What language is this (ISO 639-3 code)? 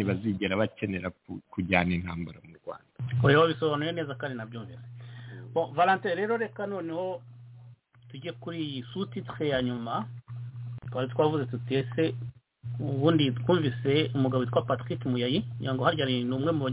kin